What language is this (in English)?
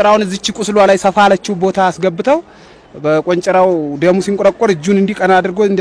Amharic